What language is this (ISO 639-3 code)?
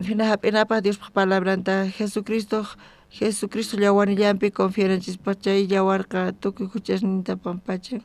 quh